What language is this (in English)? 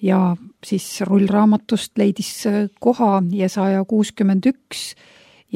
Estonian